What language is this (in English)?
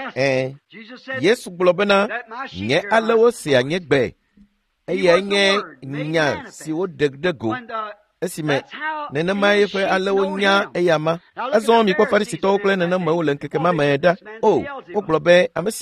Ewe